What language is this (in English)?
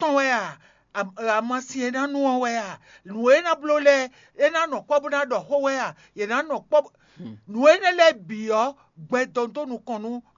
Fon